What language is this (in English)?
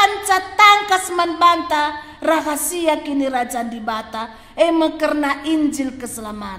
Batak Karo